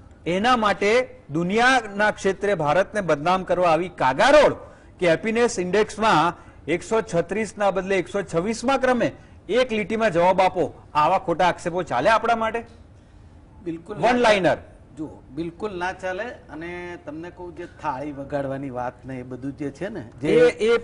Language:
Gujarati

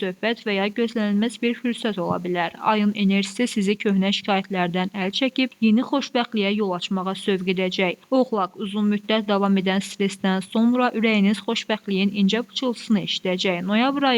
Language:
Azerbaijani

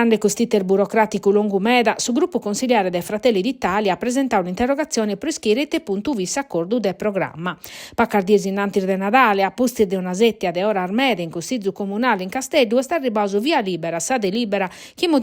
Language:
Sardinian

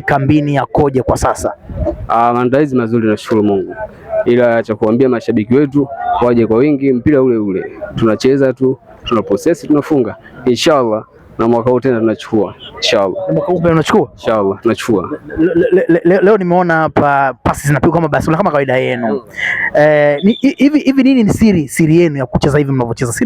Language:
Swahili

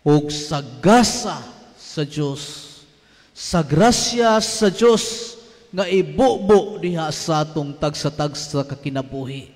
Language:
Cebuano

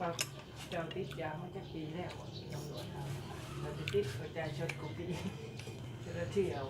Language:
Lao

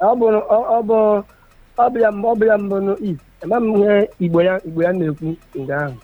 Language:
Igbo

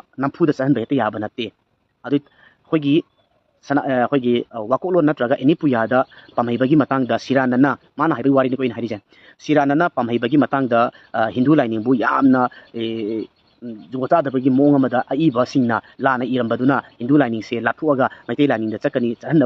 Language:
Manipuri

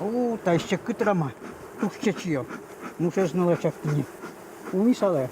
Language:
Udmurt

